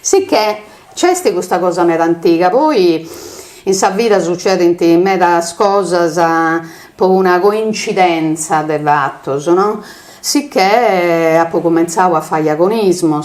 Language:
Sardinian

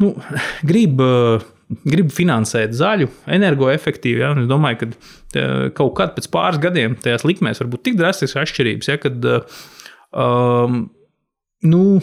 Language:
Latvian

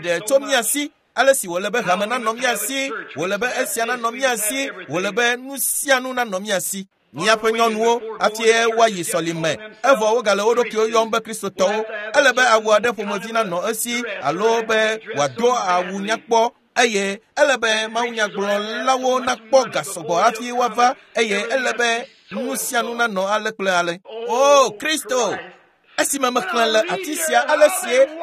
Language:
Ewe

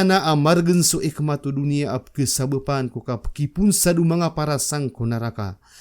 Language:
Maranao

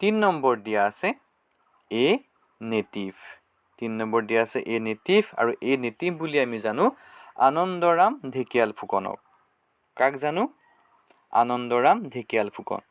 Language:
Assamese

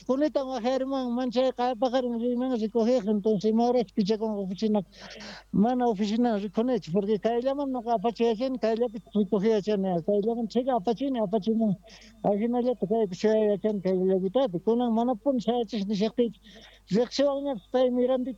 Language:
South Bolivian Quechua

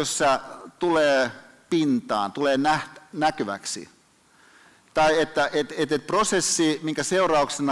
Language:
Finnish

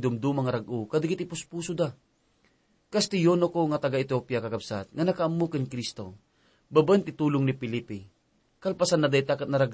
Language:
Iloko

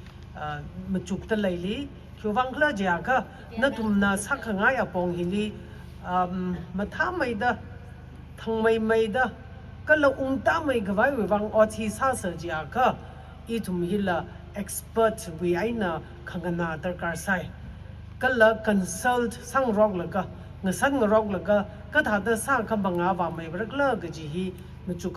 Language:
Tangkhul Naga (India)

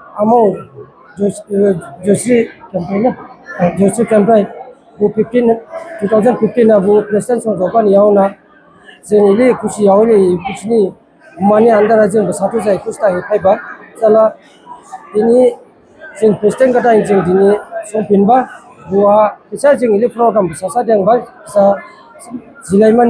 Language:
Dimasa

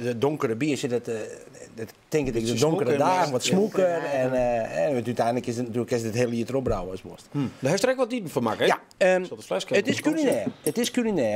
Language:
Western Frisian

